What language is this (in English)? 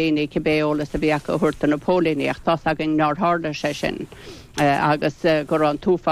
Irish